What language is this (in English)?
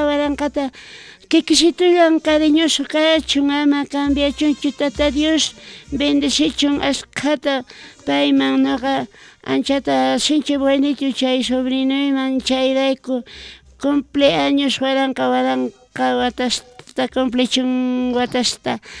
South Bolivian Quechua